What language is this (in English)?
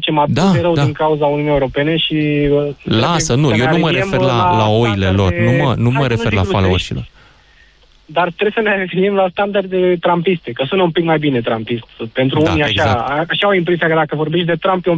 Romanian